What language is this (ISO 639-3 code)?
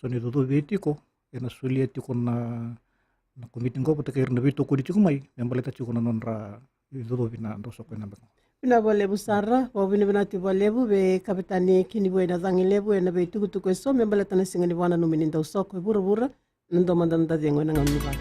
fij